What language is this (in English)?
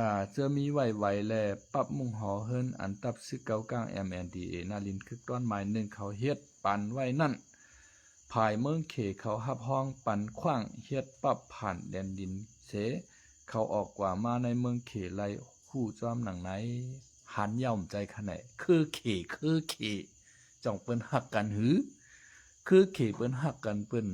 Shan